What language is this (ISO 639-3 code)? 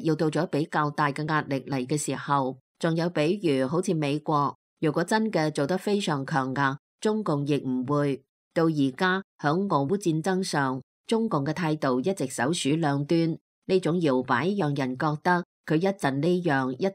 yue